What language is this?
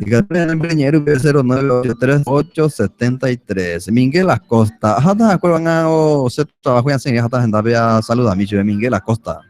Guarani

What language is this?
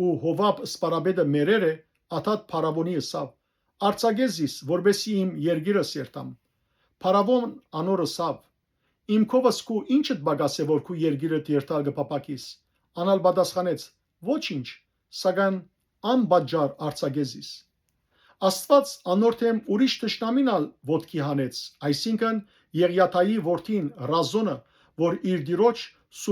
Western Armenian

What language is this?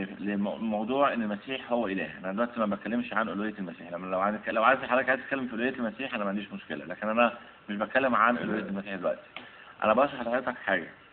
Egyptian Arabic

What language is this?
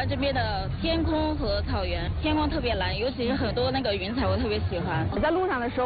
Chinese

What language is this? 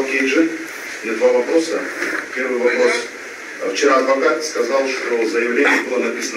Kyrgyz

